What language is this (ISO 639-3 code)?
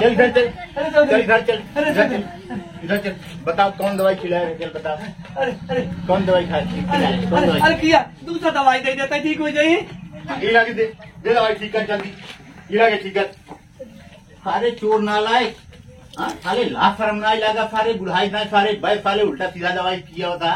awa